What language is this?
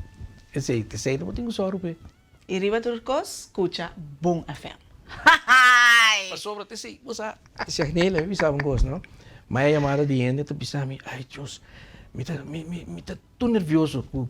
Papiamento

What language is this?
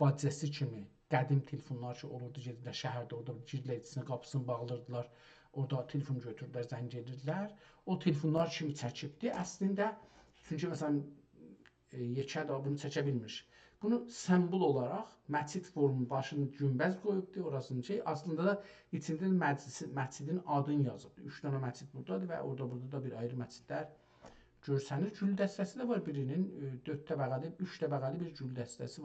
South Azerbaijani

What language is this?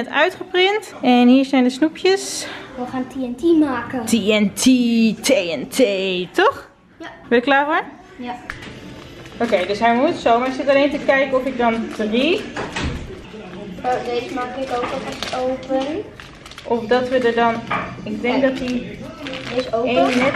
Dutch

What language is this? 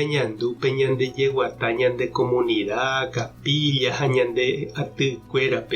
Guarani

